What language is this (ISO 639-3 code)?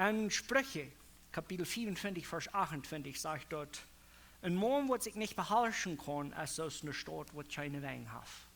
pdt